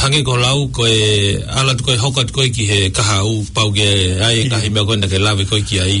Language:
Tongan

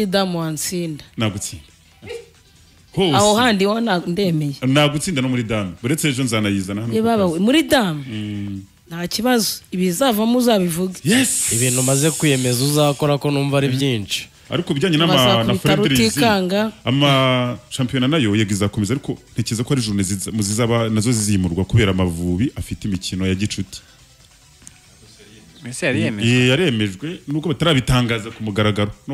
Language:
Kinyarwanda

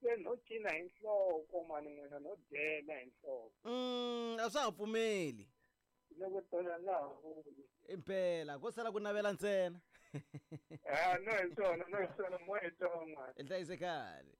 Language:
Tsonga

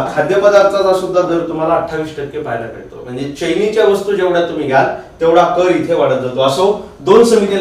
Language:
Marathi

